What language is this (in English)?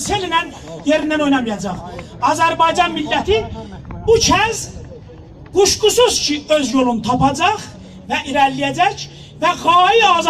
South Azerbaijani